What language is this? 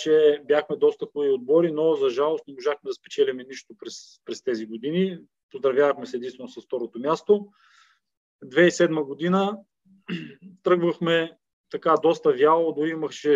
Bulgarian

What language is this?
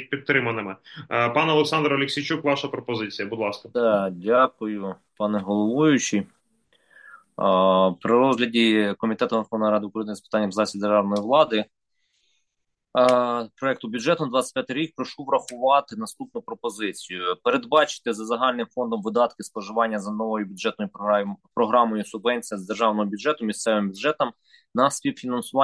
Ukrainian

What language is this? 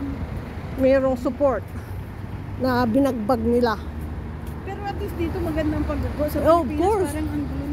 Filipino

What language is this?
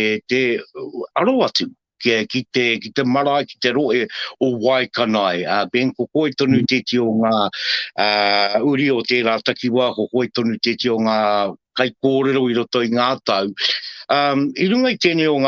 Māori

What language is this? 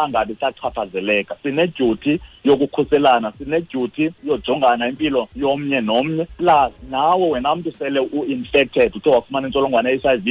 Xhosa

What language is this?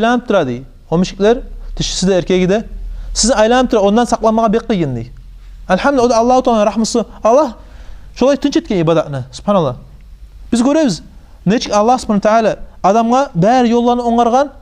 Kumyk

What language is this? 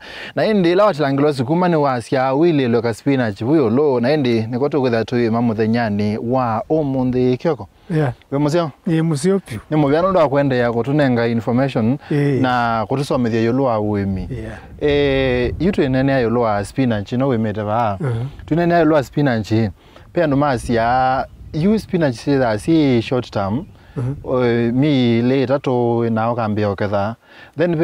Kamba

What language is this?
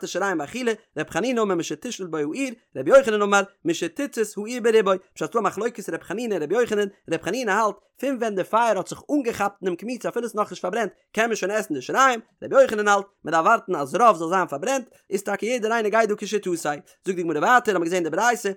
Yiddish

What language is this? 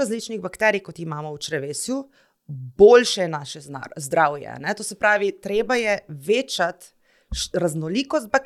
Slovenian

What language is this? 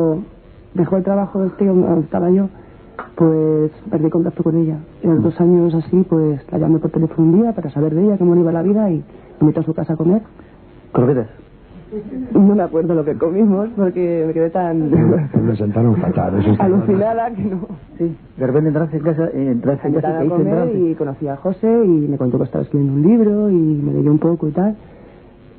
Spanish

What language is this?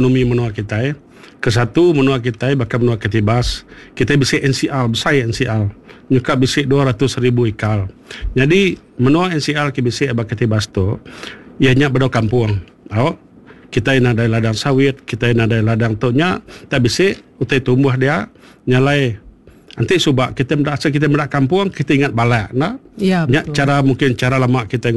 Iban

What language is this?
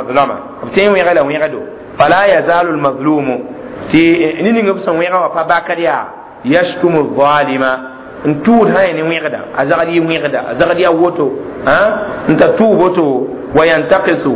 Mossi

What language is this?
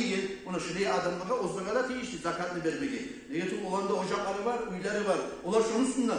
Kumyk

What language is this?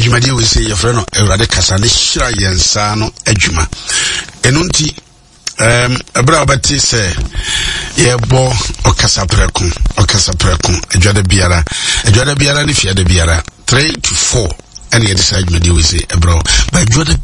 Akan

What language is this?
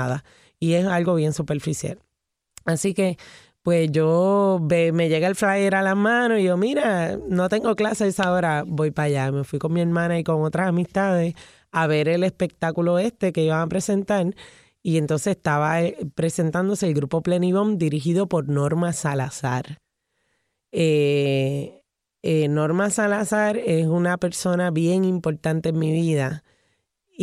Spanish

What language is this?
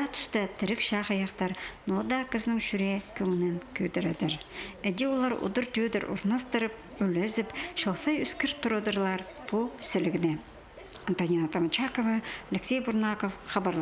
Khakas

